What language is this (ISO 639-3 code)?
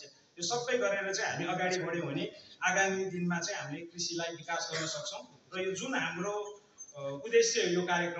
nep